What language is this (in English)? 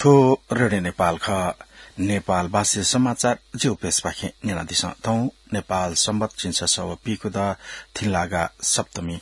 Newari